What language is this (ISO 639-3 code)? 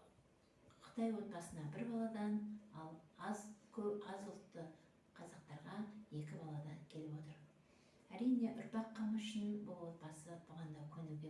kaz